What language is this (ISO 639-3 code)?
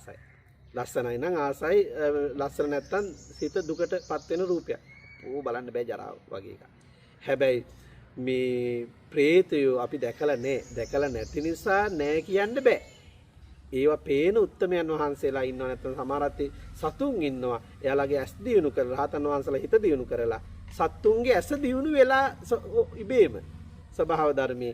sin